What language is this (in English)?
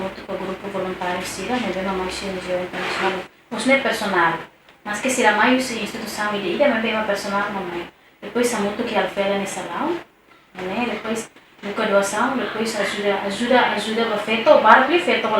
Tetum